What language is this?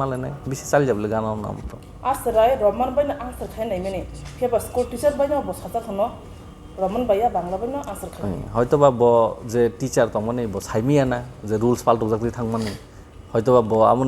Kok Borok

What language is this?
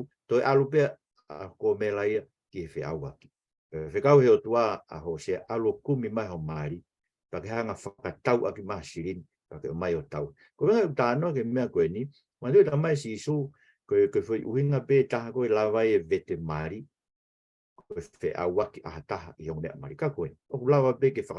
Tongan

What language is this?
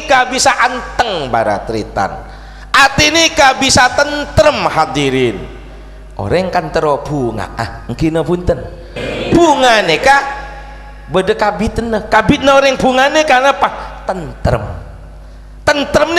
Madurese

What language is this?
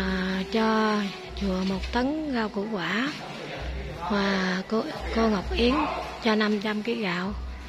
Vietnamese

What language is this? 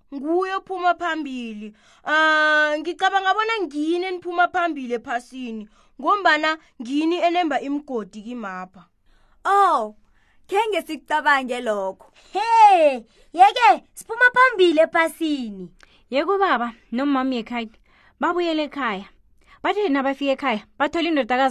South Ndebele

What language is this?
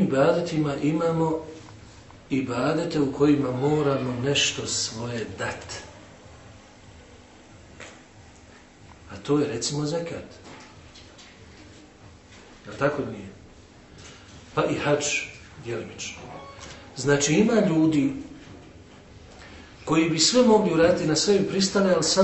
Bosnian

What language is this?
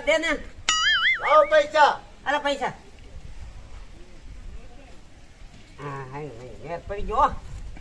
Gujarati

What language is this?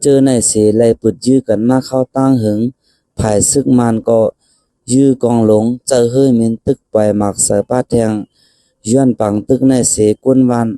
Shan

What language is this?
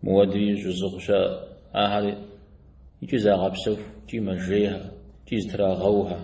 Kabardian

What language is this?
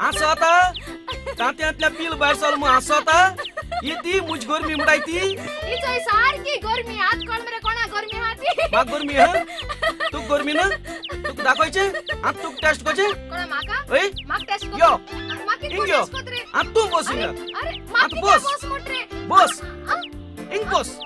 Konkani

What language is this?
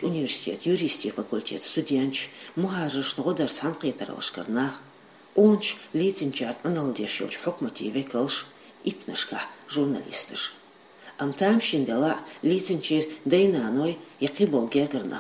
Chechen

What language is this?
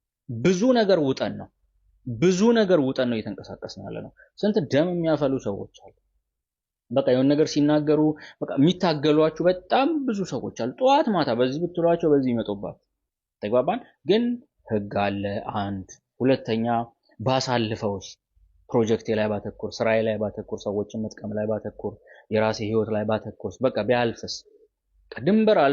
Amharic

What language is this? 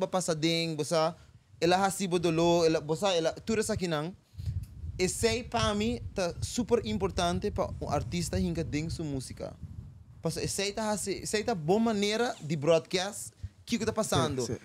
Papiamento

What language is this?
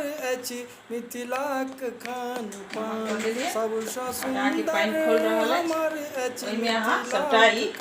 Maithili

